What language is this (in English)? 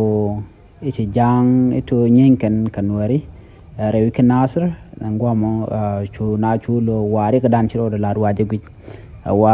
Nuer